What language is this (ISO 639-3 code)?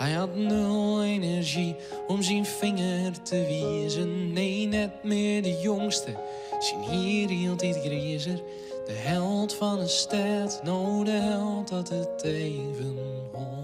fry